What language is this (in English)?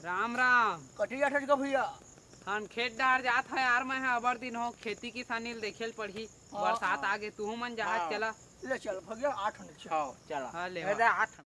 Chhattisgarhi